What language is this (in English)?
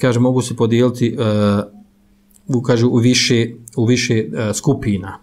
Bosnian